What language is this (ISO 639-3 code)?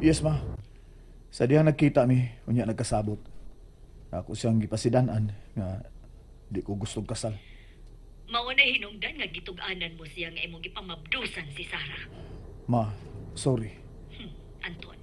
ceb